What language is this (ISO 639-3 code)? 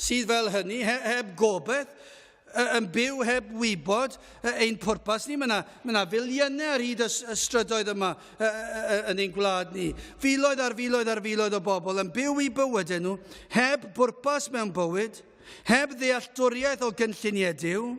cym